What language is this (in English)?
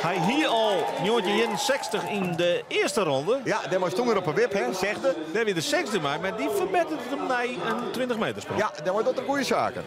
Western Frisian